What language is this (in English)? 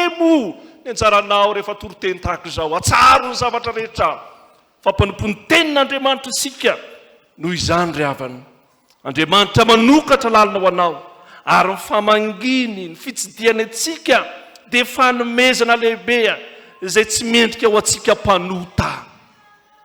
Malagasy